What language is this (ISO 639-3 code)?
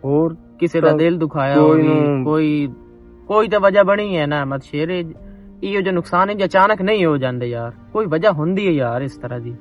lah